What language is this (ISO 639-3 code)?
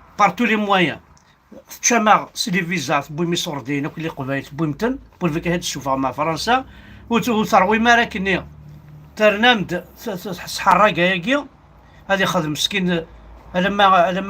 kab